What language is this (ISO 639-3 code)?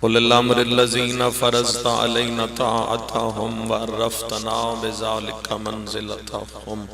phr